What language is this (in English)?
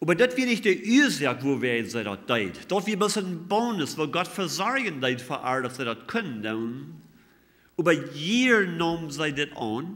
Plautdietsch